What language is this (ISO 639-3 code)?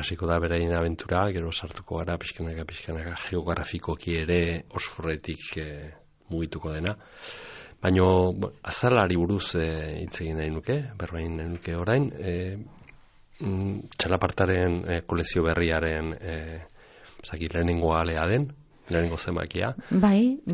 eus